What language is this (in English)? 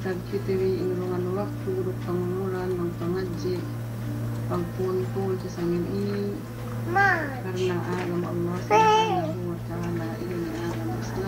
Yakan